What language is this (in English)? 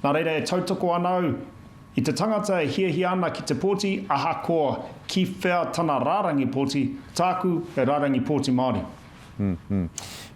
Māori